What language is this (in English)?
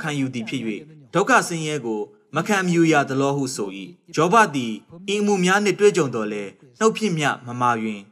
Burmese